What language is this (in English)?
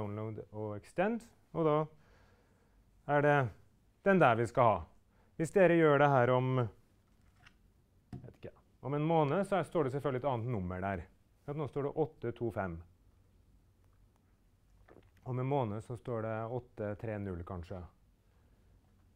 Norwegian